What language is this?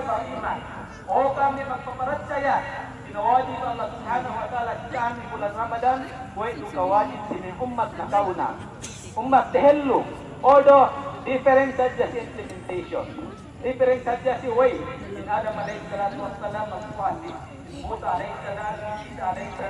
Yakan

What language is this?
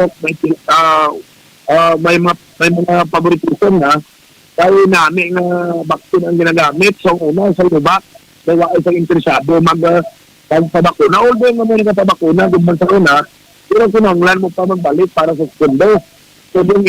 Hiligaynon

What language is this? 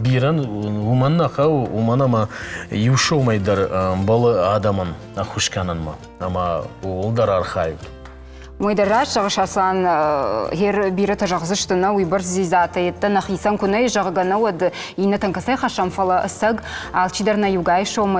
Ossetic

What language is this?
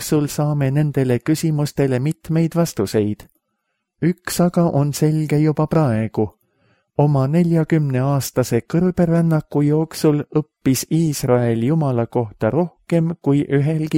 Estonian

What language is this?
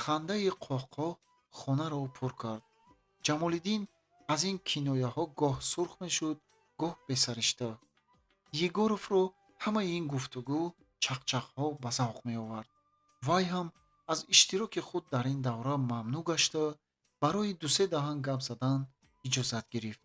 Tajik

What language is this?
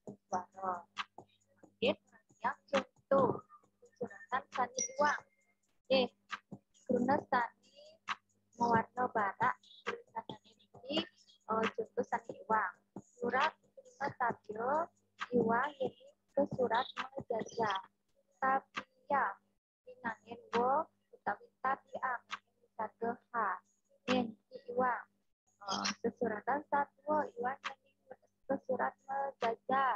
Balinese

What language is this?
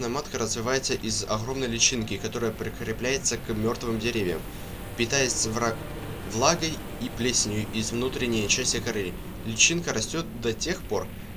Russian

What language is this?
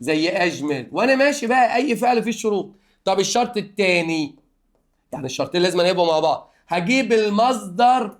Egyptian Arabic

